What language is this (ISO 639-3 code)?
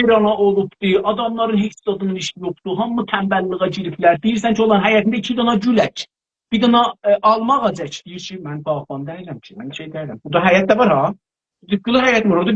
azb